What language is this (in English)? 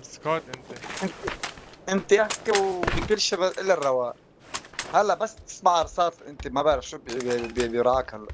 North Levantine Arabic